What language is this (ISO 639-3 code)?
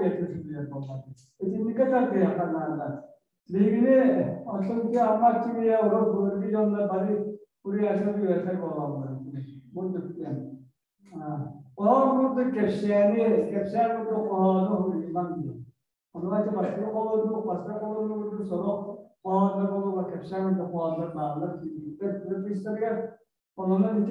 sah